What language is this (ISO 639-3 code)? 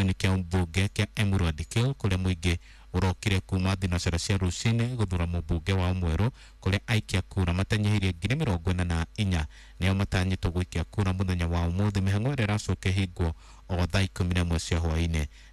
kik